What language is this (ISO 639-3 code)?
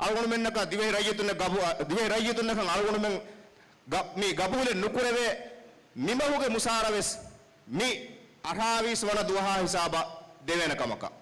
div